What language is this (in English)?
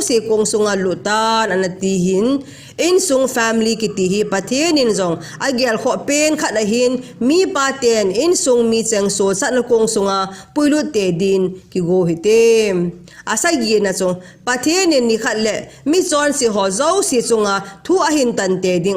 Thado Chin